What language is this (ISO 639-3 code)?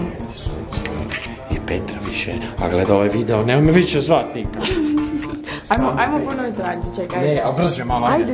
hrv